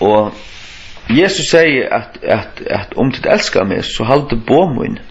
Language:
Faroese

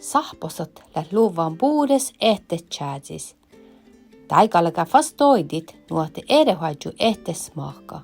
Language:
Northern Sami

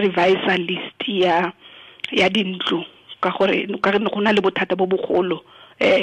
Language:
Tswana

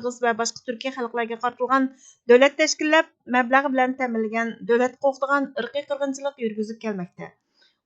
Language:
Uyghur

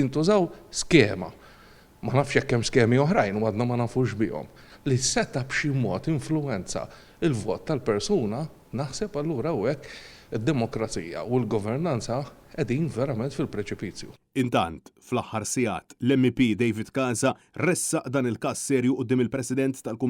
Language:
Maltese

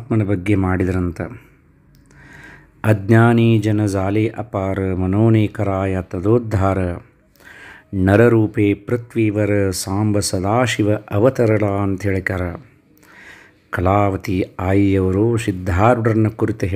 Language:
Kannada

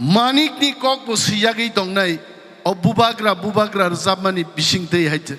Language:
Kok Borok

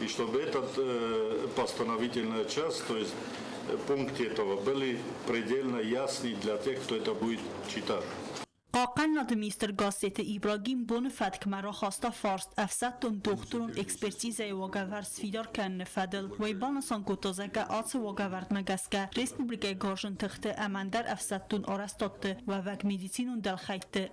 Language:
Ossetic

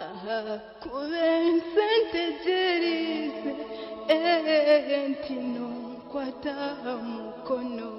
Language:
Nyankole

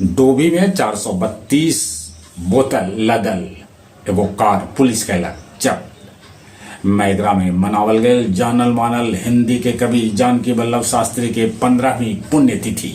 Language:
Magahi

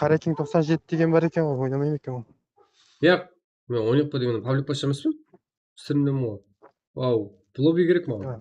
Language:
Kara-Kalpak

